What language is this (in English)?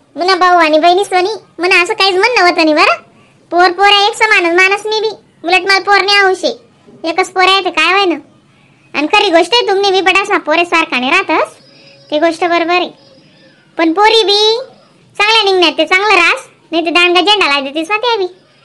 Khandesi